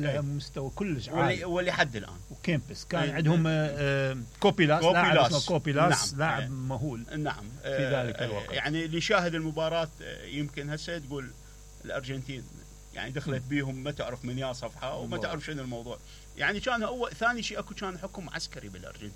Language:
Mesopotamian Arabic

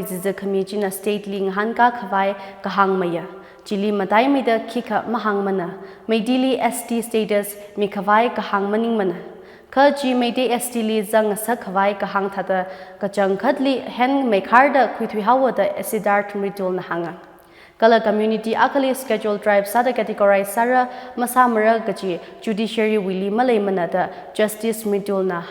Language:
Tangkhul Naga (India)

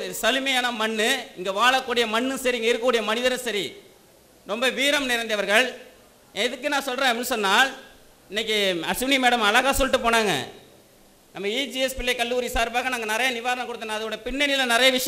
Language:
Tamil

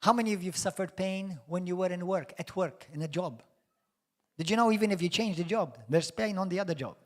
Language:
English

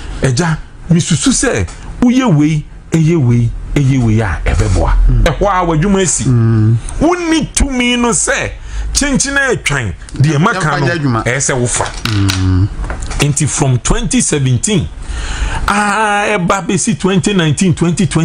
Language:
Akan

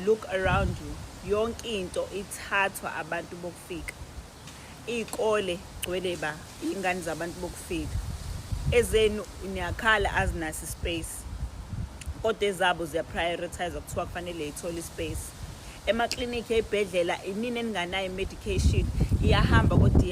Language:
Zulu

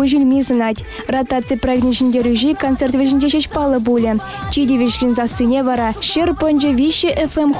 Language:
Chuvash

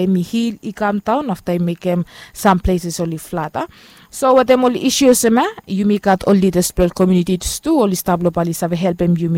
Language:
Bislama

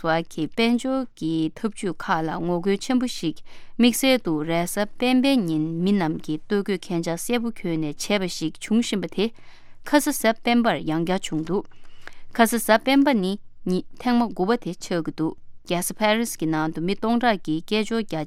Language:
Tibetan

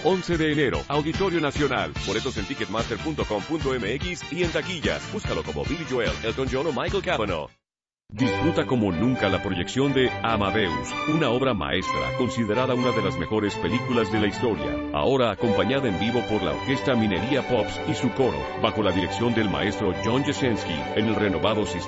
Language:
Spanish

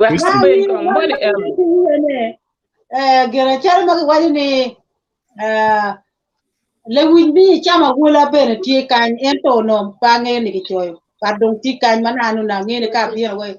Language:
Acoli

